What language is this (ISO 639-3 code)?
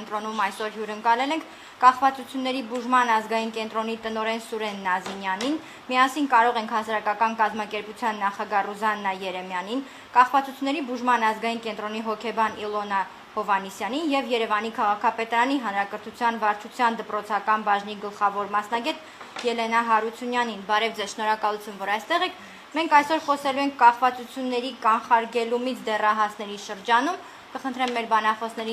hye